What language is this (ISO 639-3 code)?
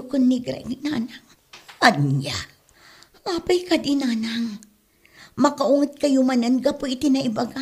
ilo